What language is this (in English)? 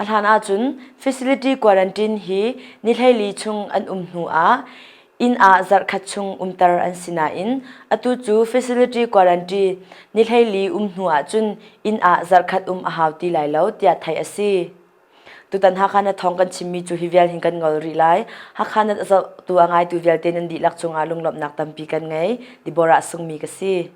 Hakha Chin